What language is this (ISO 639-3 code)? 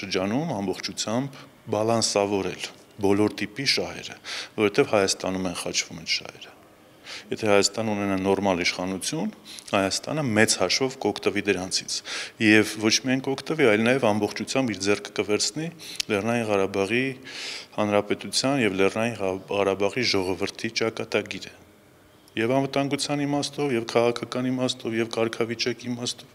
hye